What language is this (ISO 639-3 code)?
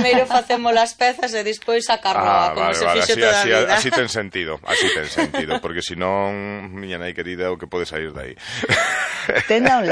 glg